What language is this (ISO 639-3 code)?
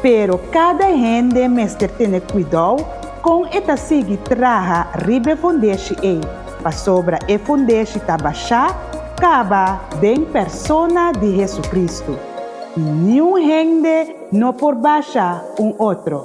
pap